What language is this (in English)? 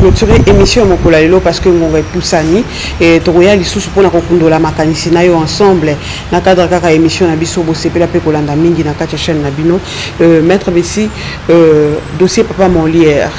Lingala